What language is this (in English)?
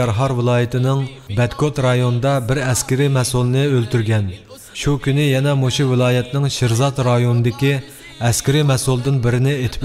Uyghur